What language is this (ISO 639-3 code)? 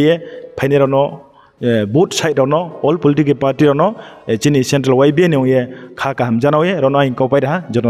ria